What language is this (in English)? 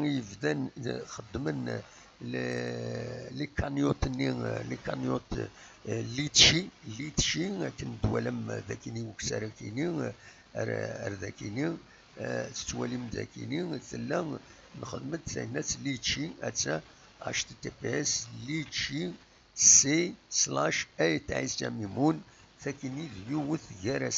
Kabyle